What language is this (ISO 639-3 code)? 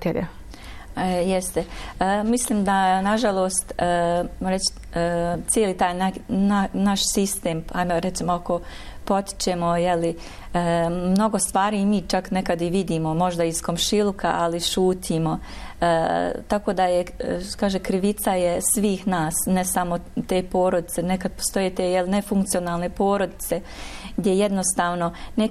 bos